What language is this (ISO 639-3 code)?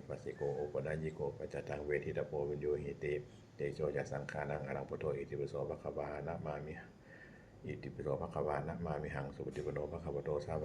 pli